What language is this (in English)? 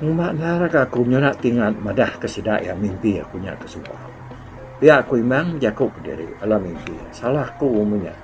Iban